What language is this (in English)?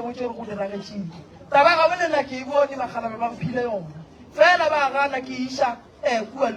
Northern Sotho